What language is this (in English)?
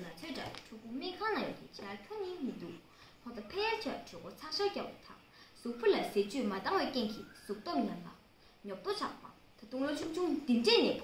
Tibetan